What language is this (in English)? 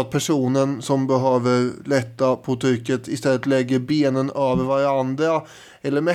Swedish